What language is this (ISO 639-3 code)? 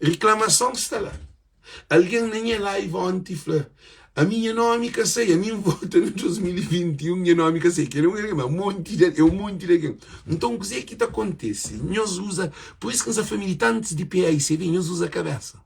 kea